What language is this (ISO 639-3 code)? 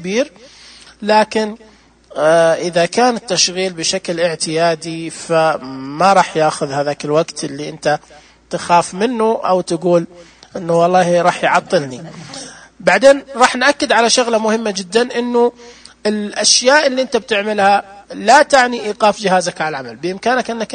ars